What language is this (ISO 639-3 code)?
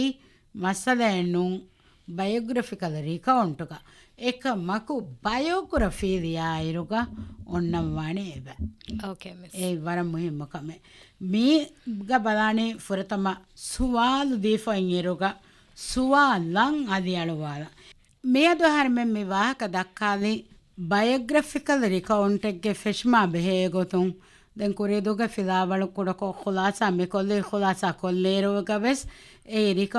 div